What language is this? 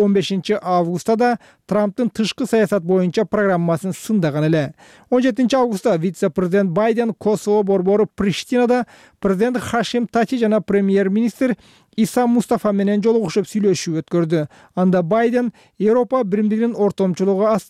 Kyrgyz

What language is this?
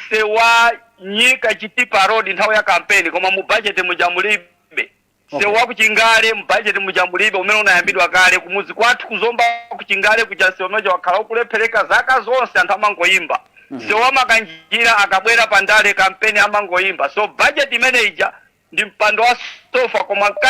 Nyanja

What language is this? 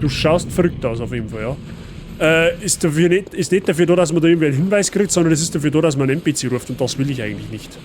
Bavarian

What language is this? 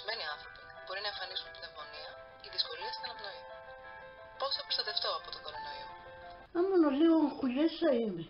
Pontic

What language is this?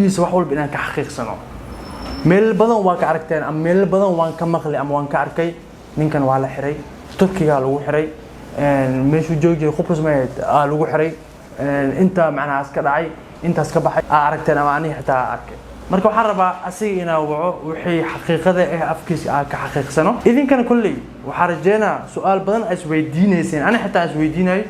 Somali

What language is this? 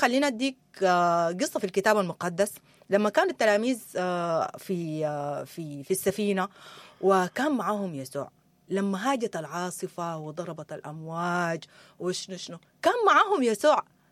Sudanese Arabic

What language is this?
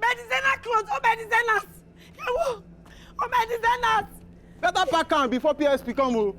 Nigerian Pidgin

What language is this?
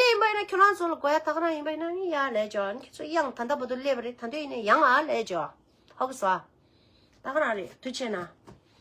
Tibetan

